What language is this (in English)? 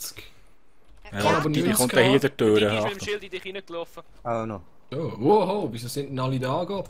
Swiss German